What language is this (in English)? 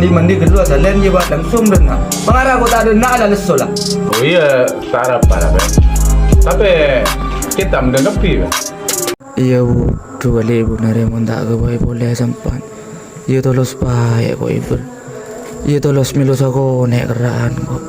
Madurese